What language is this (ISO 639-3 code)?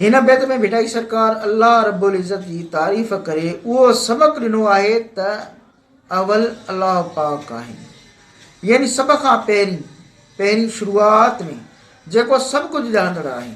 snd